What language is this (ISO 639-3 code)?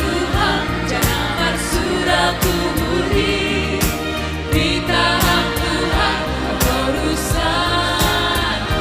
bts